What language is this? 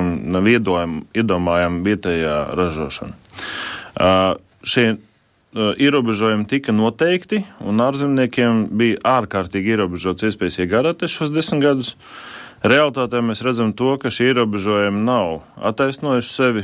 Latvian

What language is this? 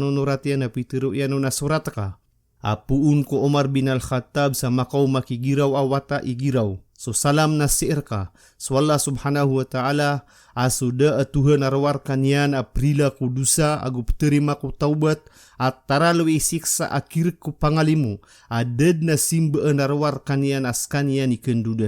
Maranao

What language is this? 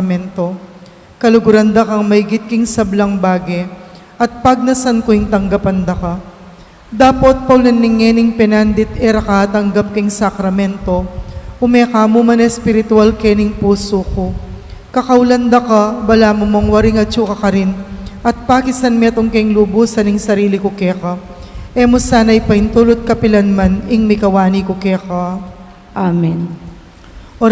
Pampanga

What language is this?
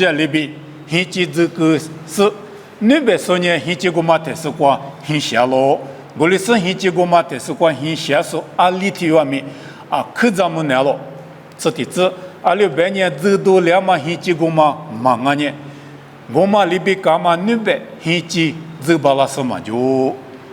Lisu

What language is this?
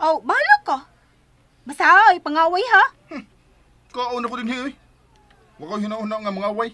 Cebuano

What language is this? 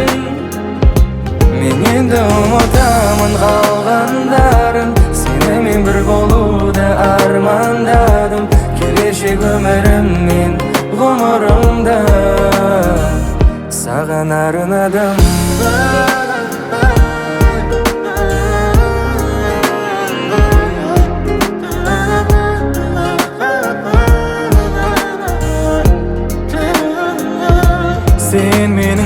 Kazakh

